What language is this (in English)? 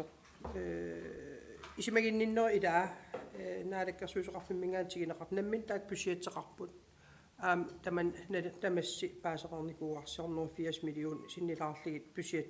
Kalaallisut